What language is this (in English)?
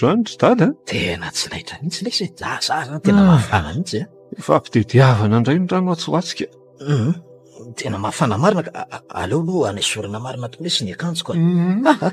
Malagasy